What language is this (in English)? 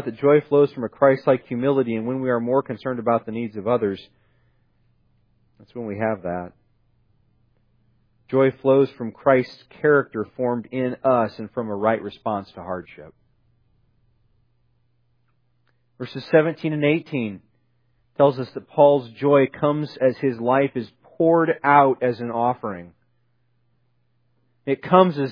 English